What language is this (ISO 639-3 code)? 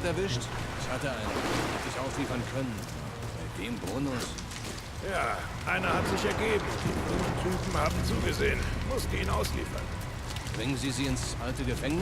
gsw